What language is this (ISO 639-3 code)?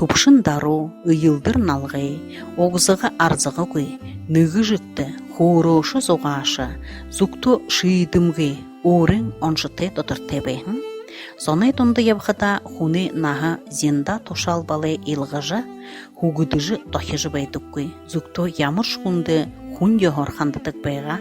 bua